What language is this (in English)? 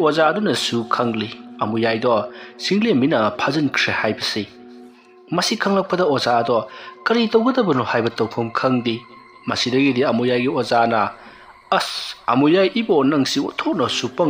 Manipuri